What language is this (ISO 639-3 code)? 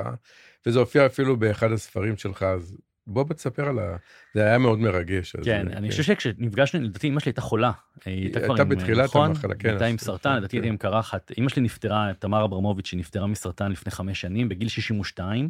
heb